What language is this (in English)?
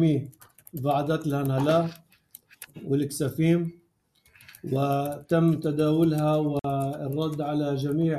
North Levantine Arabic